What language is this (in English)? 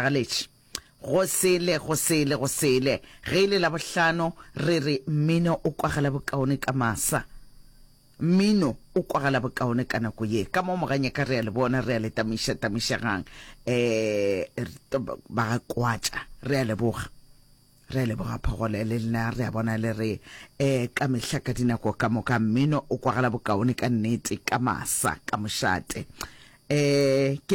Northern Sotho